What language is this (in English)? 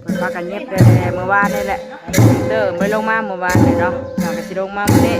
Northeastern Thai